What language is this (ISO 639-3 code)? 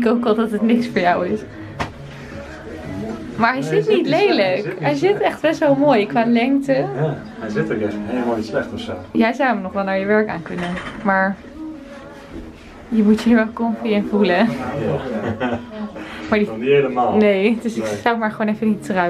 nld